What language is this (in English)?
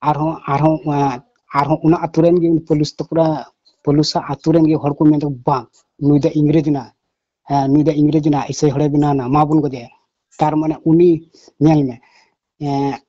Santali